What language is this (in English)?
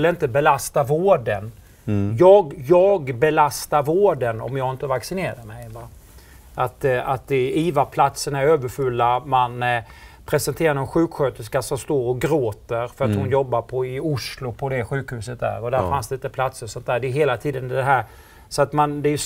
Swedish